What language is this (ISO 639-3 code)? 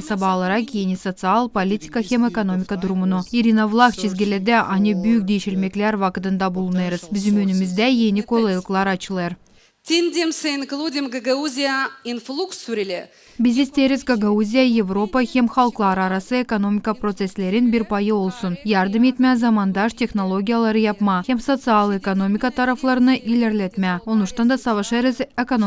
gag